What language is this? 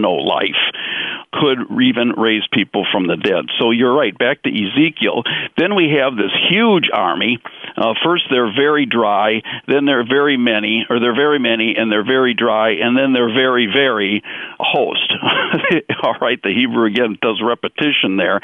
English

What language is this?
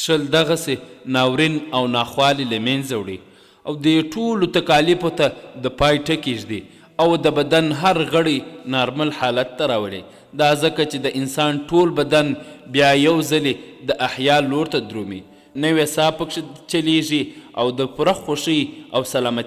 Pashto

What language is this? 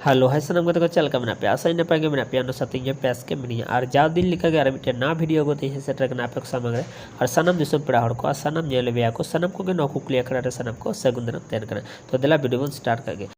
Santali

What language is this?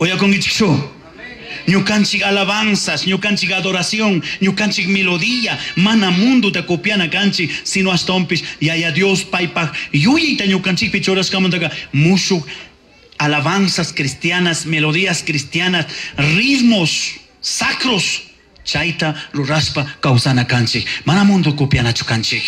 Chimborazo Highland Quichua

